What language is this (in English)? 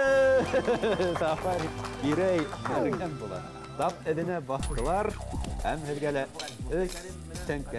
Bashkir